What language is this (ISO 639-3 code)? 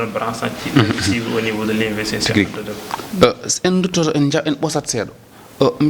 ful